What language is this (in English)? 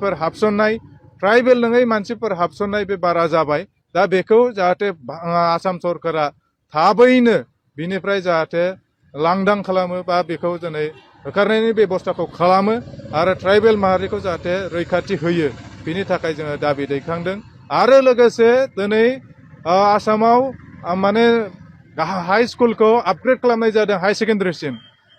Bodo